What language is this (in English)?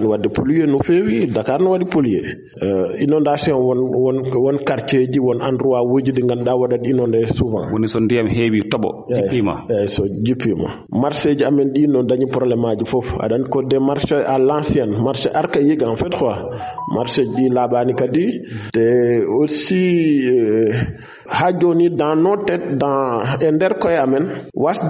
Fula